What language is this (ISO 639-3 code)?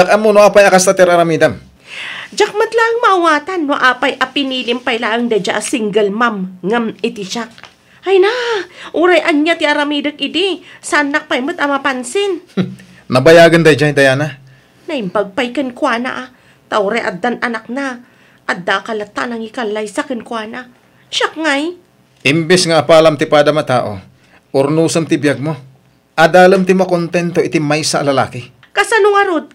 ilo